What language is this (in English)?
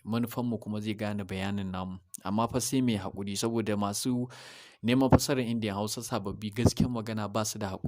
Hausa